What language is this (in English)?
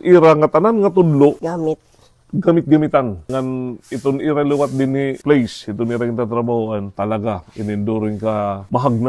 Waray